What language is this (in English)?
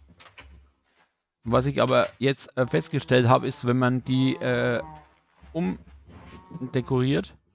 German